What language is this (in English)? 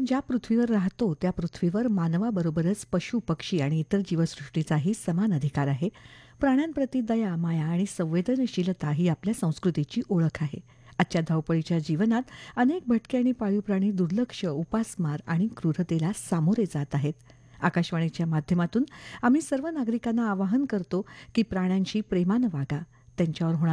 Marathi